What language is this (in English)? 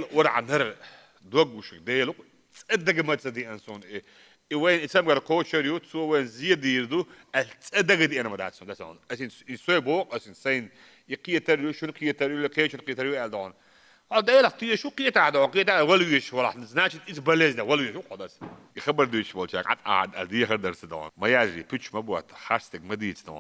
Chechen